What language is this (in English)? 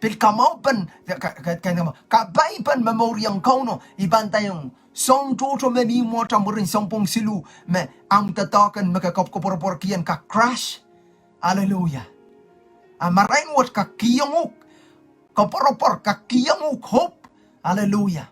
Pohnpeian